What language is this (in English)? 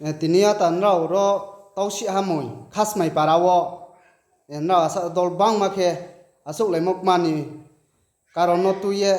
Riang (India)